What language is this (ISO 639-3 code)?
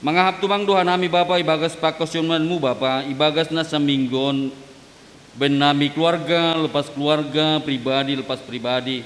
bts